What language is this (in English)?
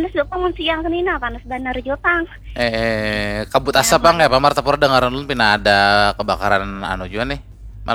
Banjar